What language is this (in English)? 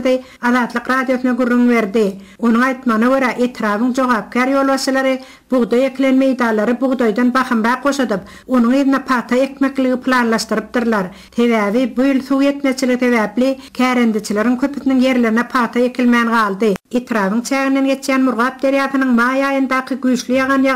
Turkmen